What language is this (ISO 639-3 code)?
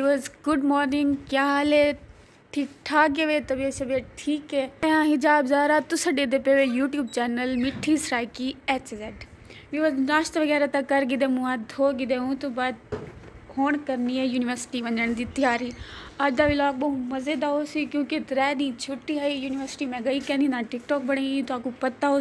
skr